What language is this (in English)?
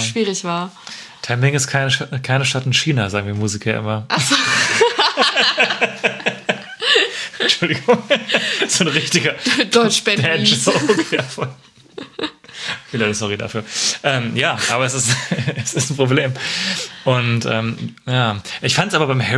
German